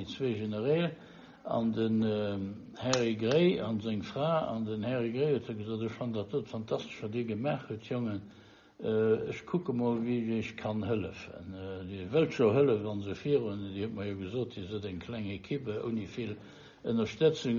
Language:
Luxembourgish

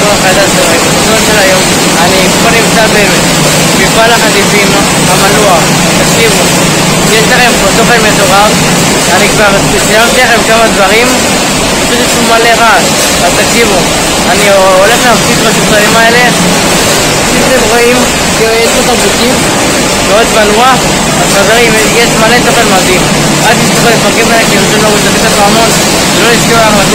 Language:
Hebrew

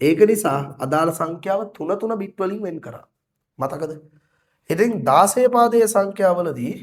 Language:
Sinhala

